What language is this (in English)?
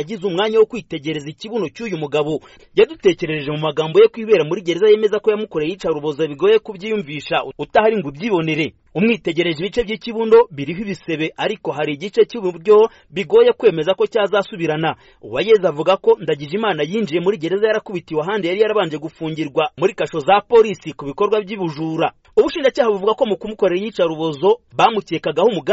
Kinyarwanda